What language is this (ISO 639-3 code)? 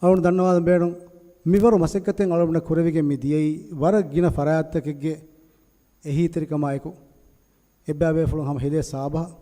div